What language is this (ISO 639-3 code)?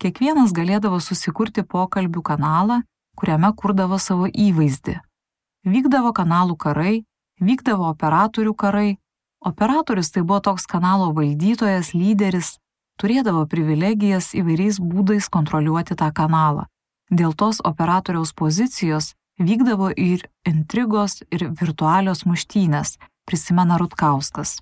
lit